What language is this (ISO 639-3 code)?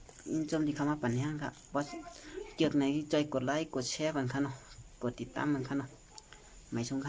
shn